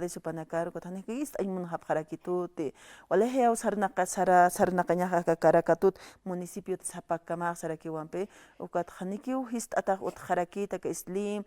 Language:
Aymara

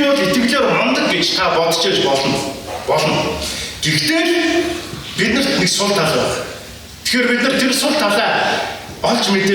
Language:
Mongolian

